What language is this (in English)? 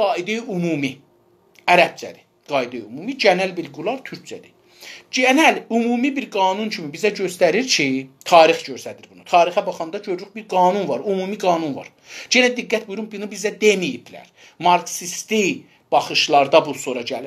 South Azerbaijani